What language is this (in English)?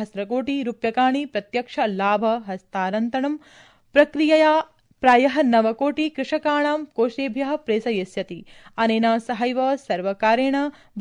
Sanskrit